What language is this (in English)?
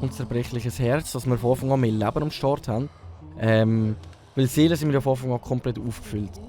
Swiss German